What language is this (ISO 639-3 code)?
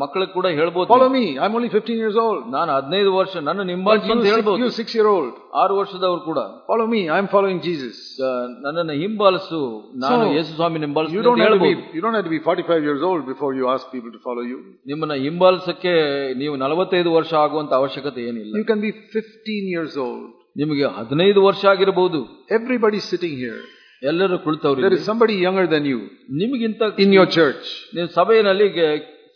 kan